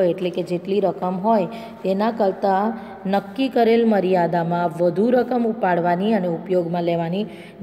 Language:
Gujarati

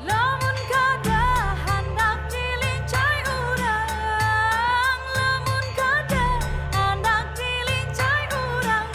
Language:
Banjar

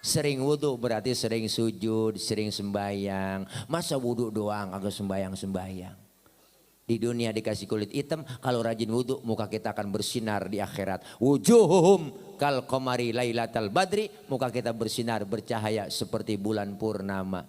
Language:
Betawi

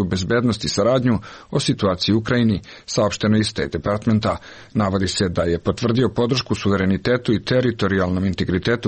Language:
Serbian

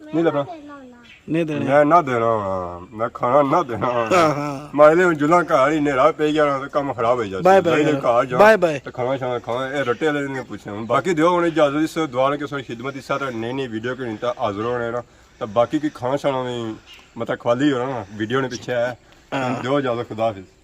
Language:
Pahari-Potwari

